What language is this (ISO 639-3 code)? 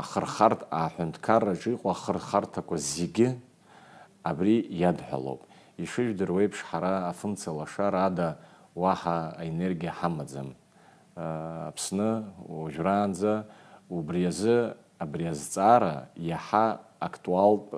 abk